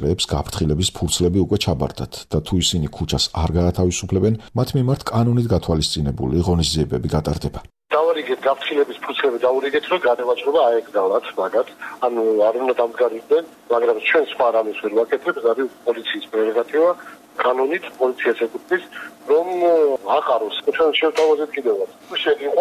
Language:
Georgian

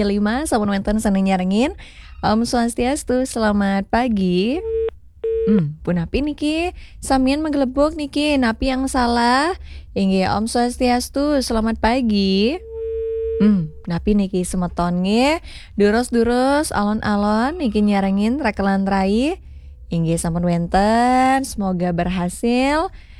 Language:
Balinese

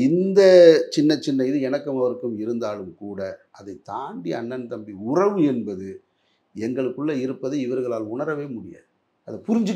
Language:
Tamil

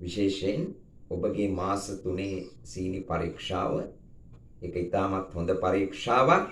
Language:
Sinhala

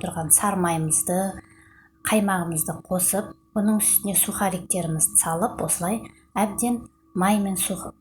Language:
Kazakh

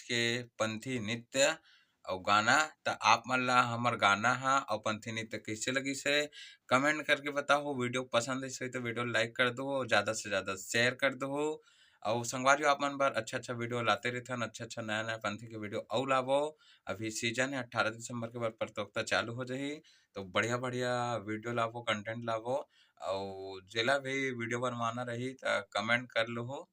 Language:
Chhattisgarhi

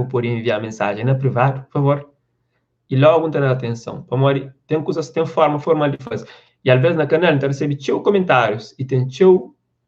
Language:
Kabuverdianu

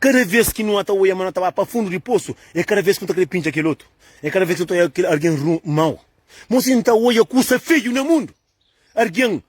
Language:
Kabuverdianu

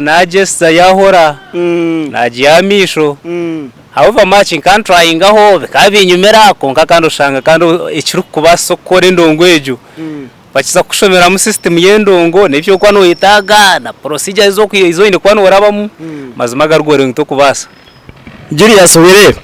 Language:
Nyankole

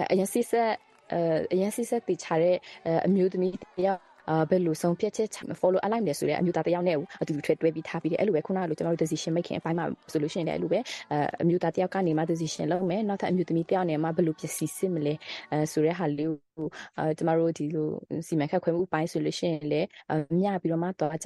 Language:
Burmese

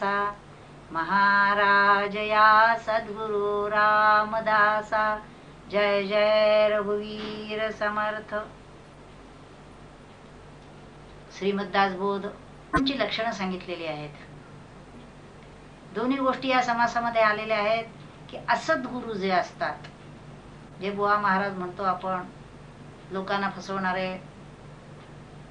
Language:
Marathi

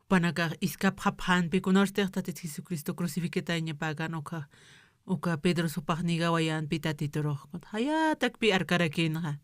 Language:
Aymara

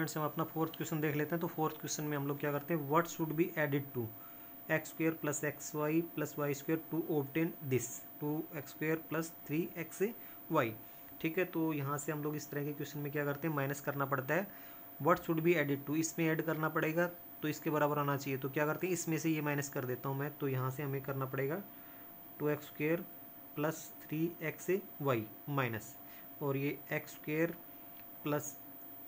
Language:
Hindi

